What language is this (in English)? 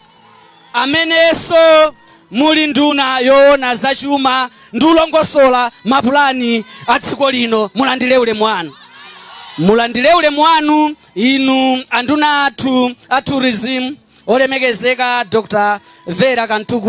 Nyanja